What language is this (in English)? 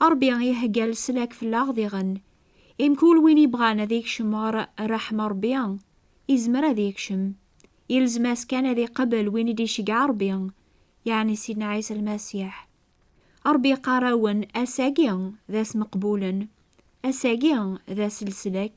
Kabyle